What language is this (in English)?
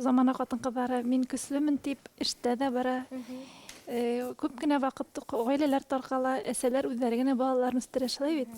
Bashkir